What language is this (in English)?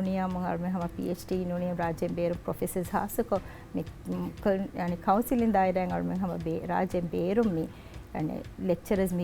Divehi